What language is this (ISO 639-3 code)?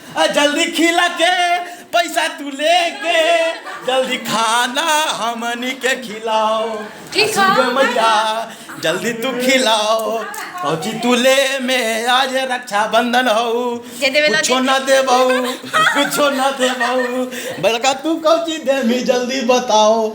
mag